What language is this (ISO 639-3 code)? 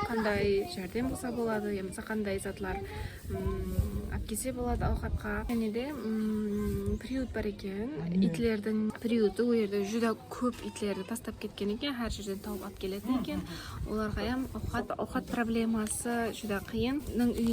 kaa